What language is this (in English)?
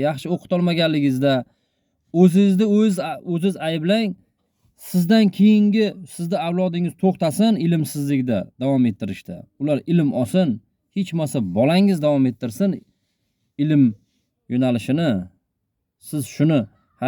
Uzbek